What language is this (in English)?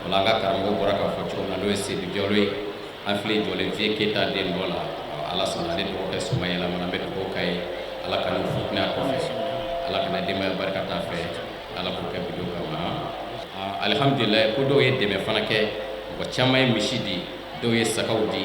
Bambara